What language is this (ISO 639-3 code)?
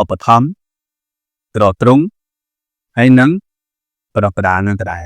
khm